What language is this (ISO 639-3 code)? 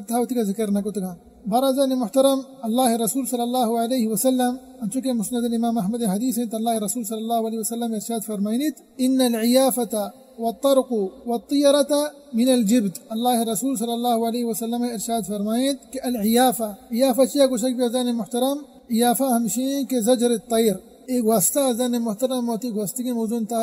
bal